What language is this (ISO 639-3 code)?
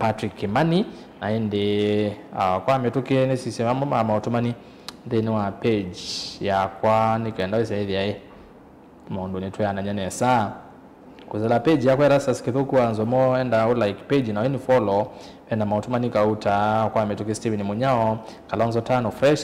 kam